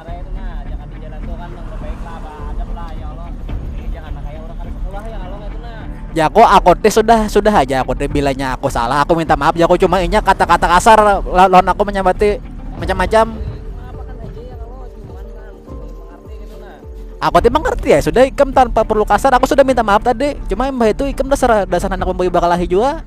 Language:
Banjar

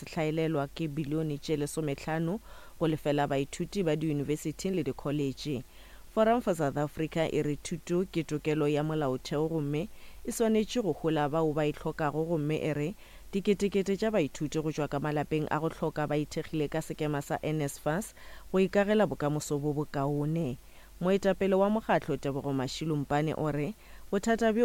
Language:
Northern Sotho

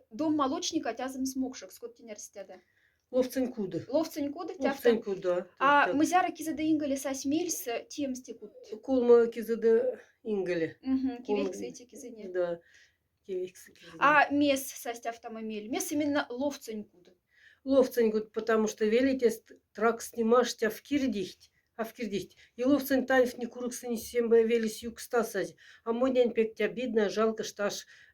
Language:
Moksha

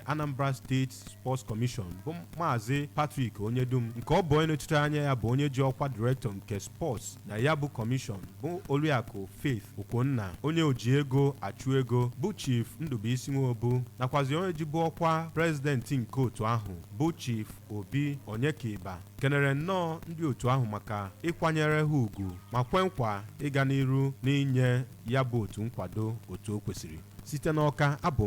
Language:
Igbo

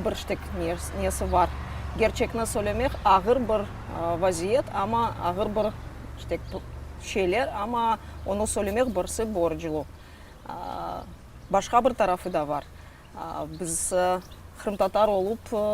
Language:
Crimean Tatar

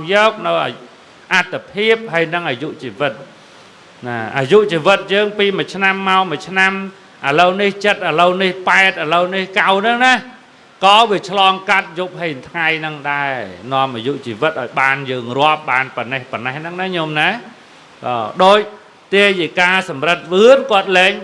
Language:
Khmer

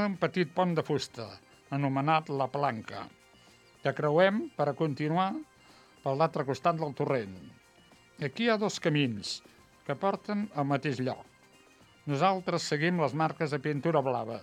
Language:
Catalan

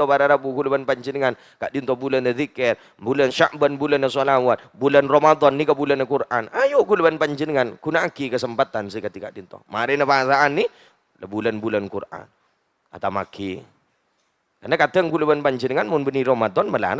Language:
Madurese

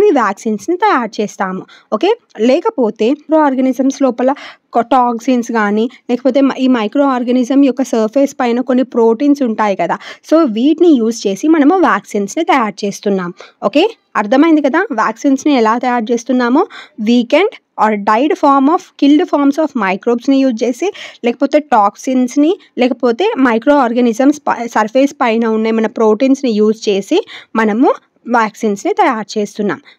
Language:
Telugu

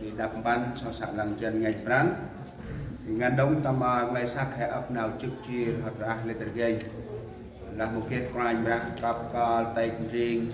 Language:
Central Mnong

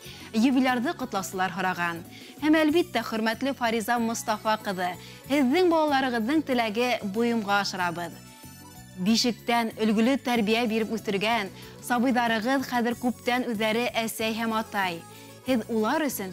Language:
Bashkir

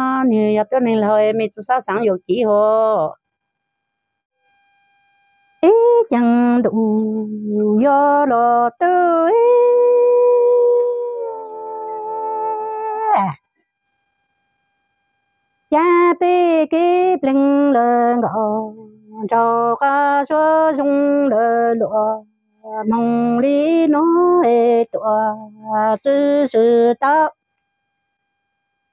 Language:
Vietnamese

